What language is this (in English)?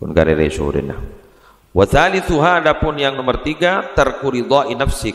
Madurese